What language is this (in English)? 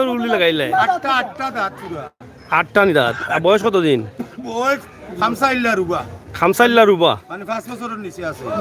Sylheti